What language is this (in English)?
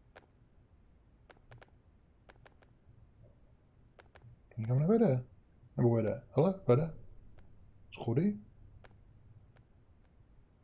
Czech